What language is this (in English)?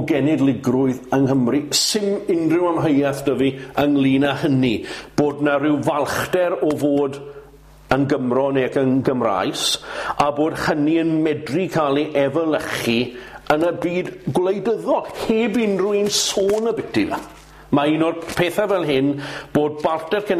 Welsh